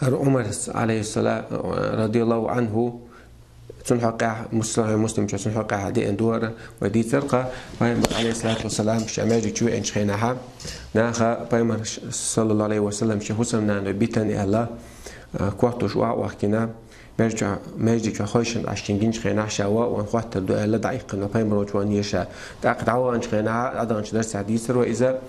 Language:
Chechen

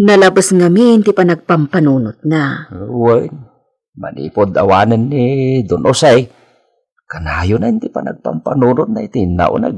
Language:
Iloko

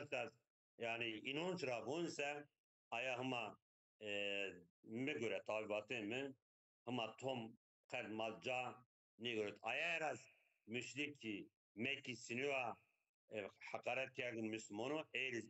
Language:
Zaza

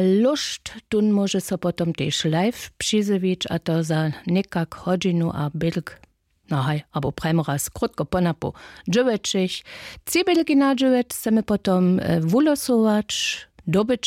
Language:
Upper Sorbian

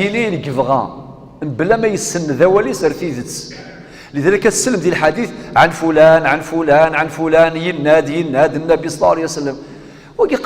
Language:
Kabyle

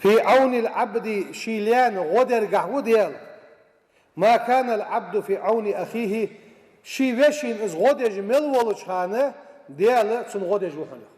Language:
Ingush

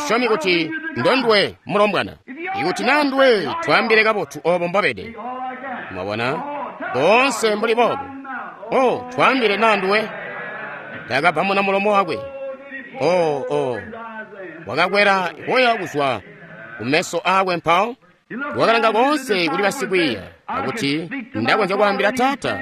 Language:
Tonga (Zambia)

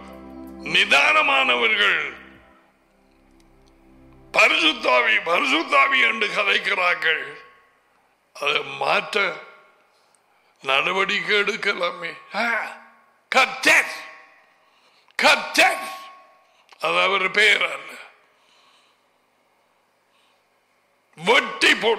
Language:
Tamil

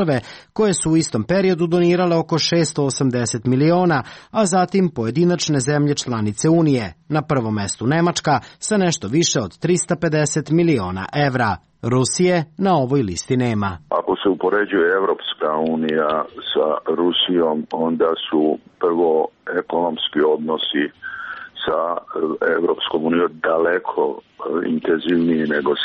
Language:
Serbian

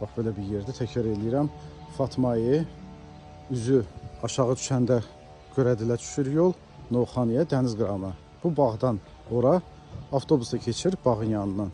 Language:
Azerbaijani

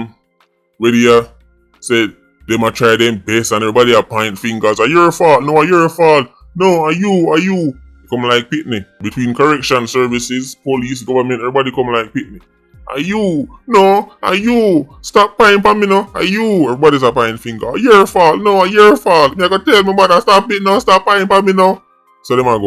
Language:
Jamaican Creole English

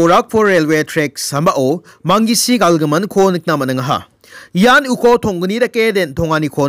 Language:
Garo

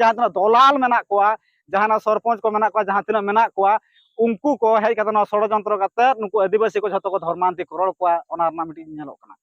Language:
Santali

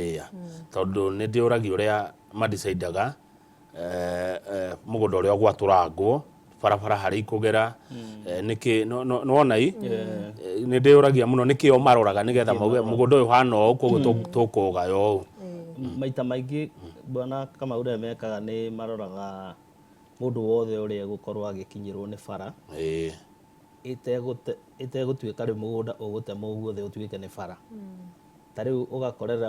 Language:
Kikuyu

